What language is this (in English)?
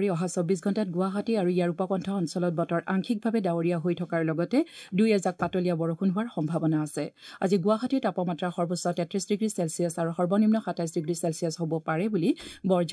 Assamese